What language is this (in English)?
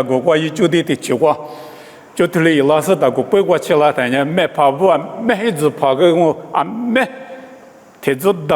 Lisu